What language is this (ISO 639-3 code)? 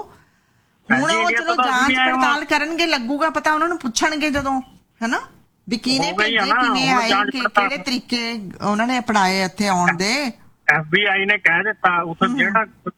pan